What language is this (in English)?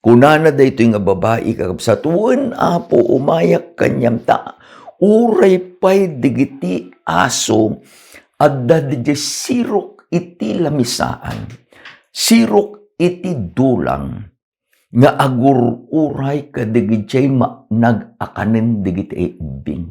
Iloko